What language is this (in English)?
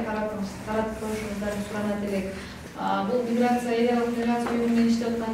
Kyrgyz